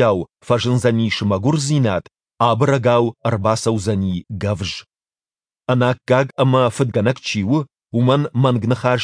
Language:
Ossetic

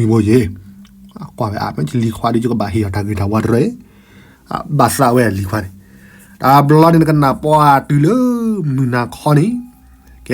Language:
S'gaw Karen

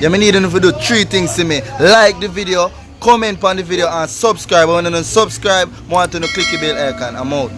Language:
Jamaican Creole English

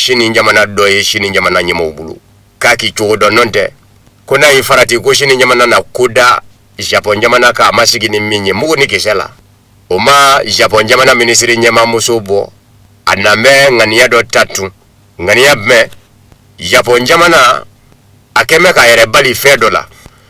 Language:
Bambara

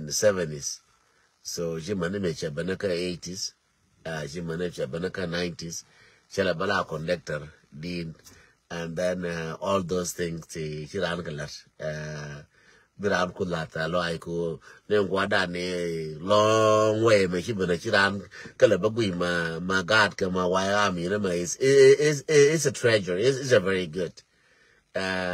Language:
Nuer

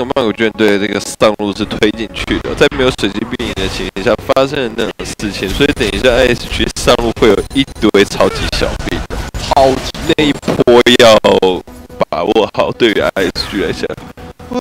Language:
Chinese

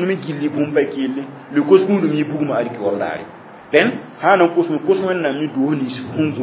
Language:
Mossi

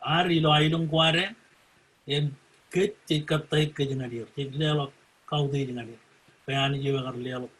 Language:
Marshallese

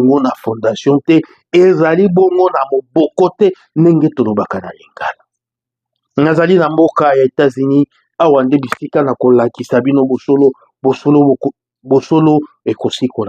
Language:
Lingala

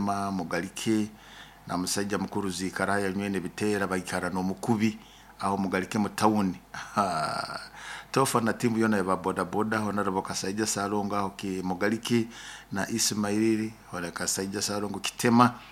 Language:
Nyoro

